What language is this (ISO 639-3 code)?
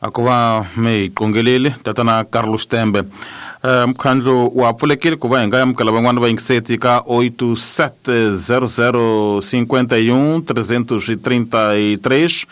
tso